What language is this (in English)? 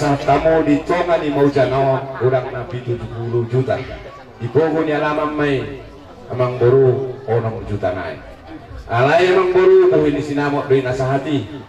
Batak Toba